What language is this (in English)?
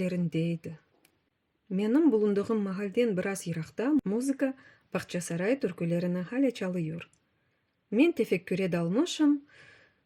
Crimean Tatar